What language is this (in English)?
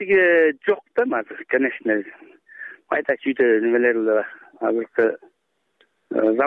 Kyrgyz